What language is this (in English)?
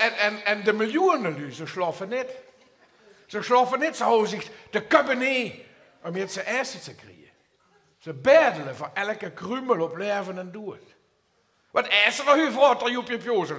Limburgish